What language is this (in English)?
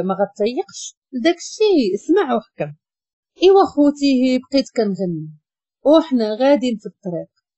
Moroccan Arabic